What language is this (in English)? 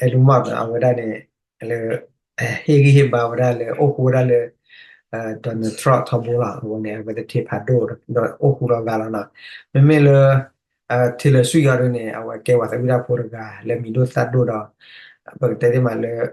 S'gaw Karen